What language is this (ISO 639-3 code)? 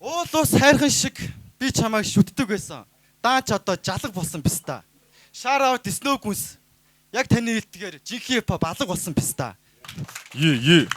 mon